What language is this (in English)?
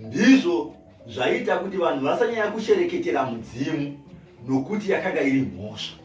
Shona